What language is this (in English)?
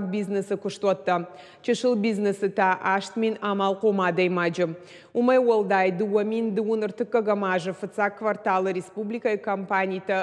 Ossetic